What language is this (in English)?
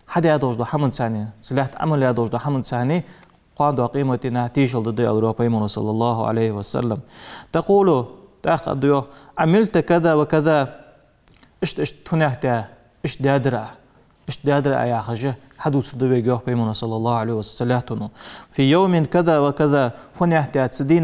Ingush